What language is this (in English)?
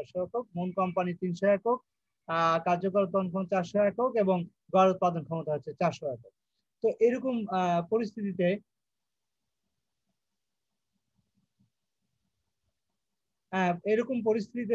Bangla